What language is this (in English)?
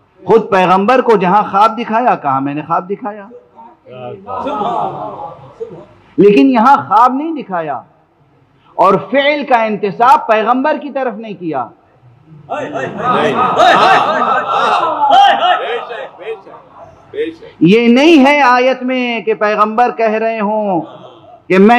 Urdu